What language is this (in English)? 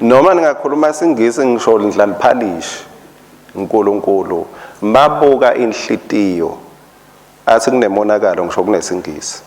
Swati